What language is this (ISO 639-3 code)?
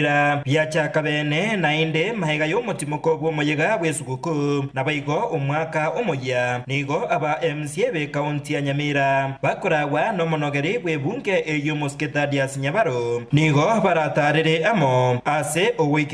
guz